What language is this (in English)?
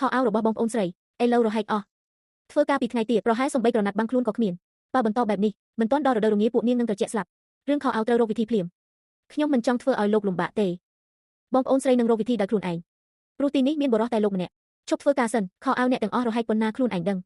Khmer